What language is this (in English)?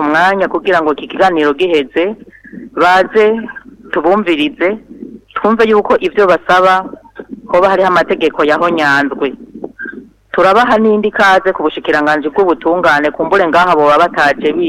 Rundi